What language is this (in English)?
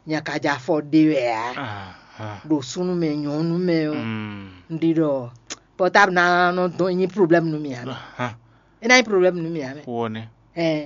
Fon